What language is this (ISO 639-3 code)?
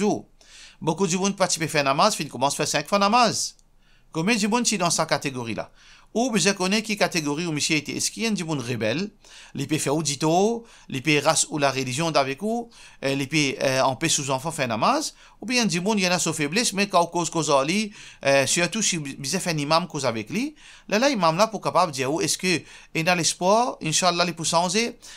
mfe